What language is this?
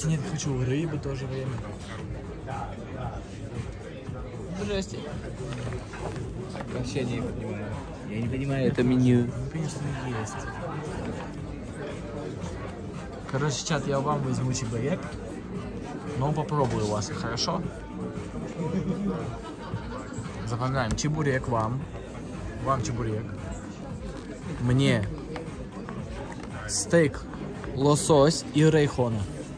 Russian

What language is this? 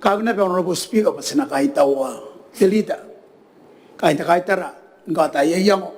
Gilbertese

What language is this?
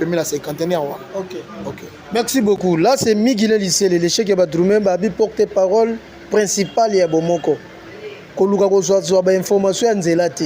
Lingala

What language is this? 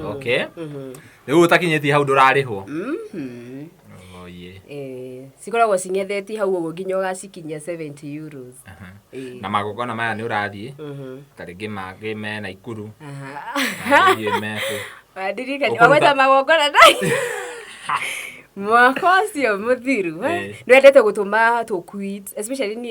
Kikuyu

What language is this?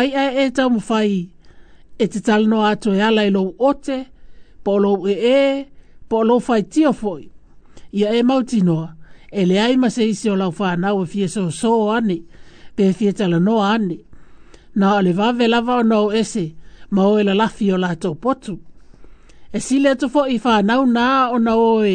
Samoan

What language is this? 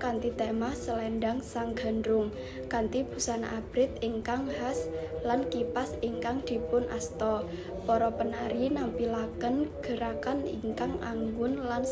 Javanese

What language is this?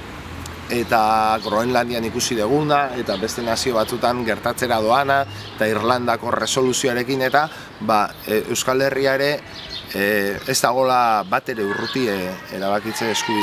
Basque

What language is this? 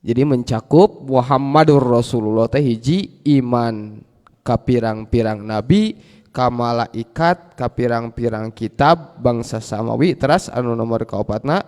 Sundanese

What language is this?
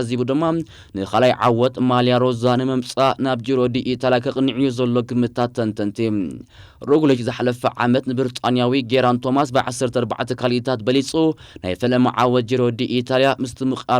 Tigrinya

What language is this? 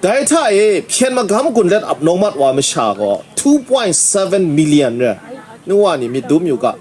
Kachin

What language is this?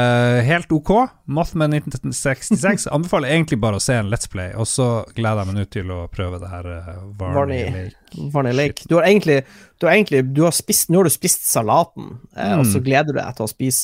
Norwegian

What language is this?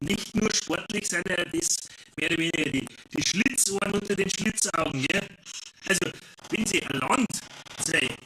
Bavarian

